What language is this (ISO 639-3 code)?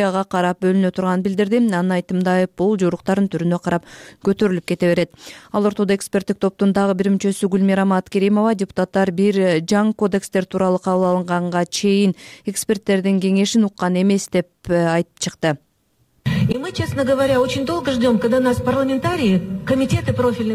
kir